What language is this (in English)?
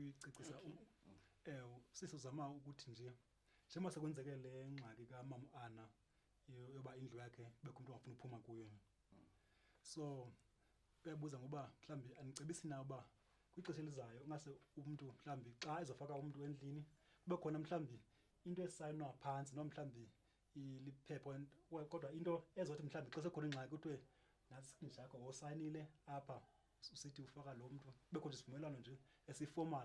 Zulu